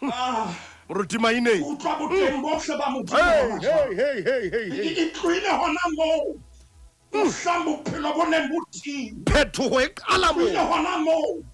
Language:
Southern Sotho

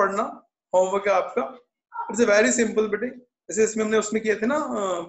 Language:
Hindi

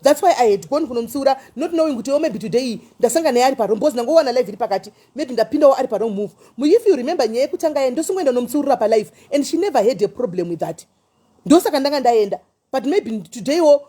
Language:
Shona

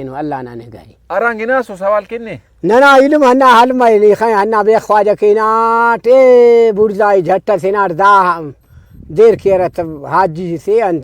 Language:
Brahui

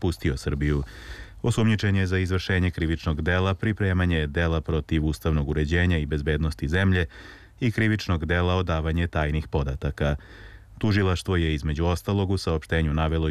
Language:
Serbian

